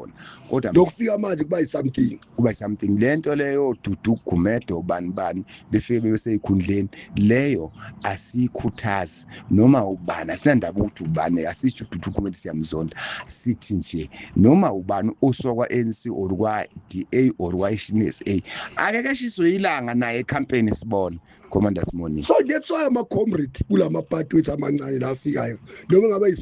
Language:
Zulu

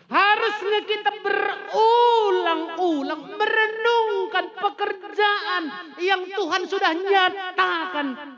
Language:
Batak Karo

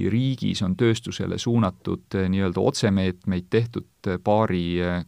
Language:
Estonian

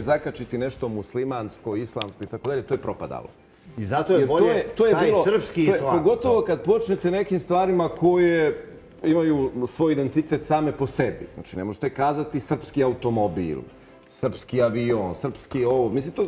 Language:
Serbian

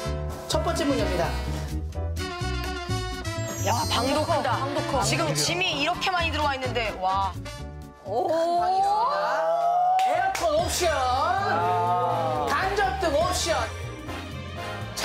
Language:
Korean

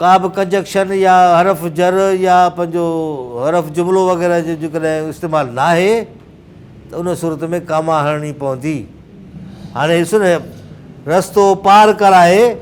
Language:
Sindhi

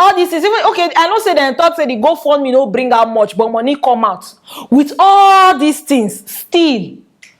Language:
Nigerian Pidgin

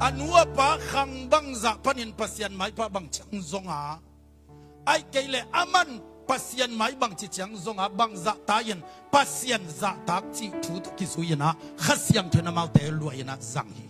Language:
Tedim Chin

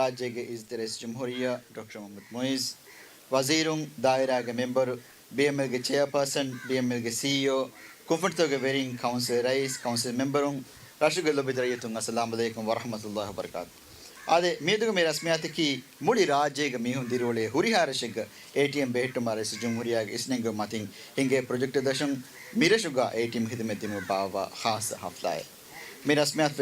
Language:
Divehi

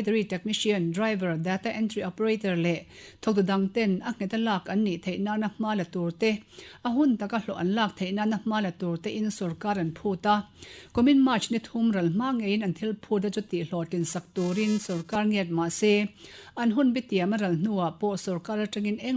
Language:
Mizo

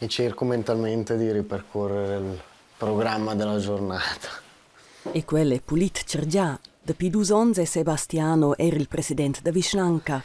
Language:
Romansh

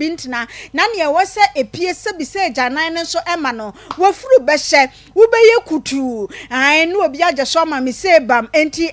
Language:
Akan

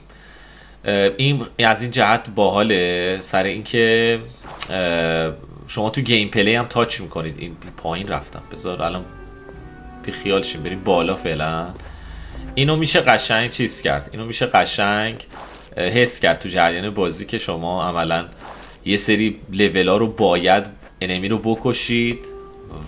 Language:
Persian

